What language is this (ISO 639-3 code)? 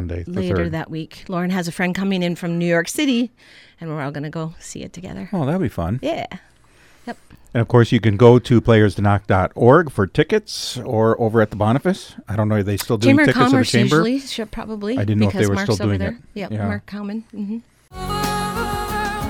eng